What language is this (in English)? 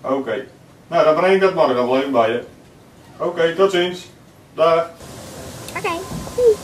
Western Frisian